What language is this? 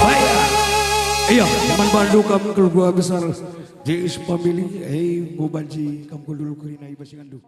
Batak Karo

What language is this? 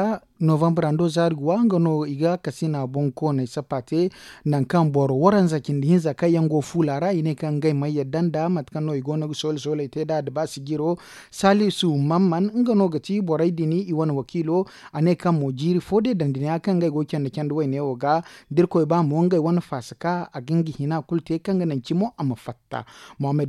Zarma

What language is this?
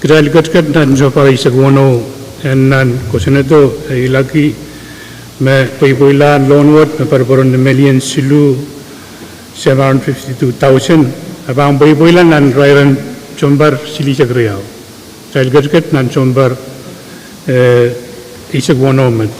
Pohnpeian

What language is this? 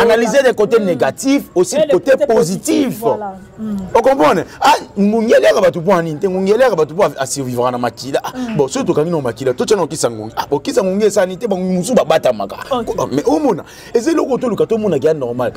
Lingala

